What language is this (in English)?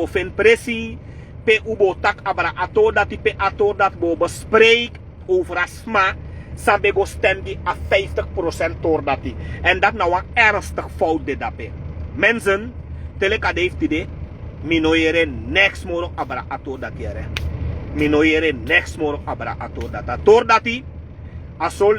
Sranan Tongo